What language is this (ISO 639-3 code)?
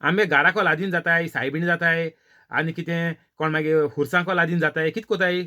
kok